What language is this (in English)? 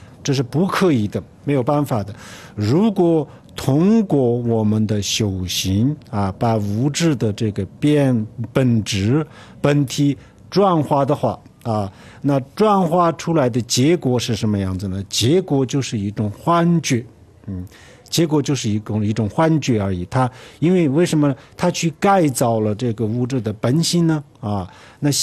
Chinese